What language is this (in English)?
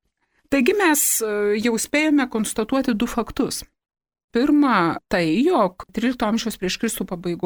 Lithuanian